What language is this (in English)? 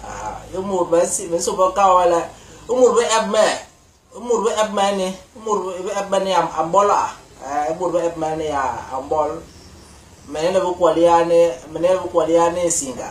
Basaa